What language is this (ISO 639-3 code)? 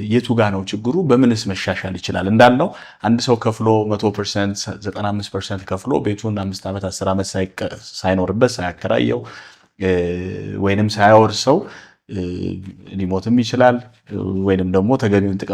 amh